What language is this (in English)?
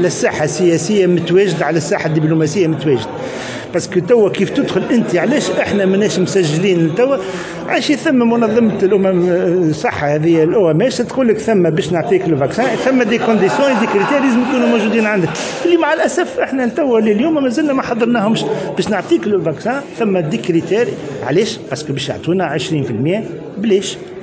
Tunisian Arabic